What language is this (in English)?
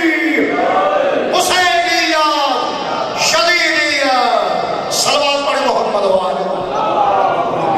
Urdu